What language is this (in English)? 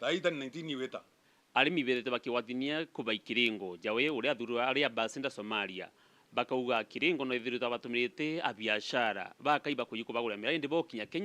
Meru